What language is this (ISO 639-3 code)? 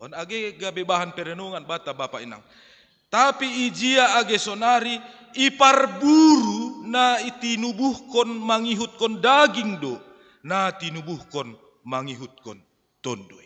bts